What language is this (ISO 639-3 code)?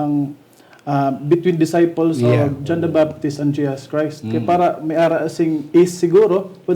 hil